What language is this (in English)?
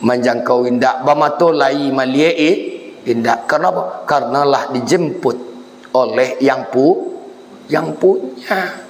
Minangkabau